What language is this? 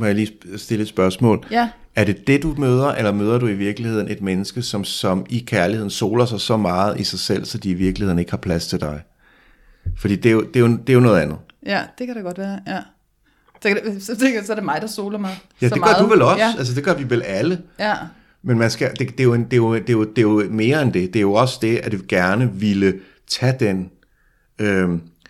Danish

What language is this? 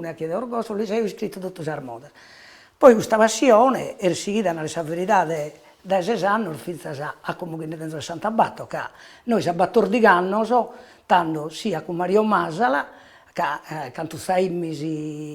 Sardinian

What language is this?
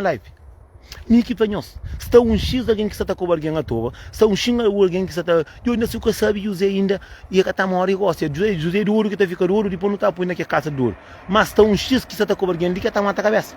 Kabuverdianu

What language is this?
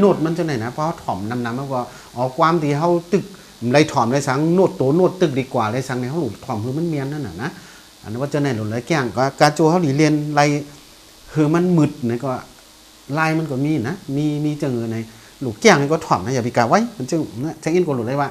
Shan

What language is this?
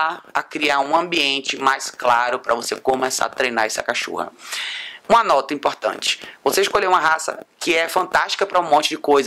Portuguese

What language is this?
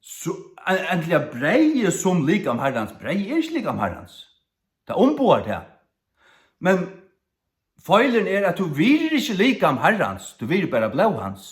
Faroese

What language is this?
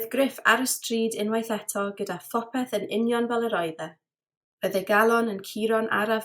Welsh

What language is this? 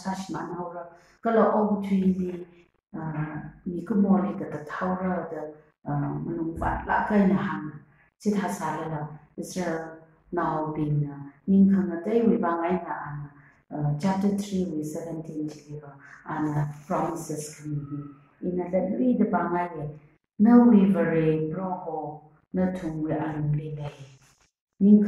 Tangkhul Naga (India)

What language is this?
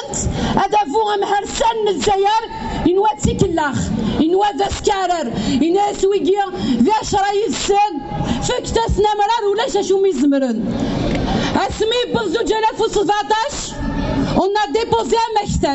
Kabyle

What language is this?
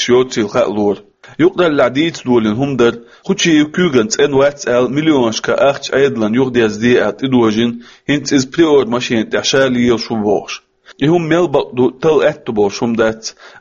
Chechen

